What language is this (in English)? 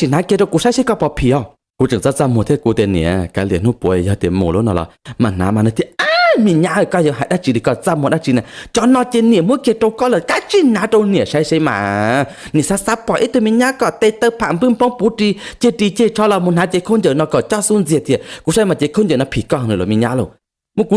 Hmong